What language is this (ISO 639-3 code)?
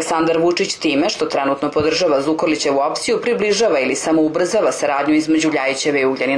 srp